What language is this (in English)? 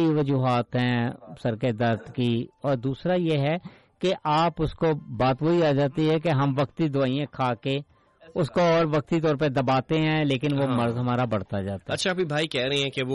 Urdu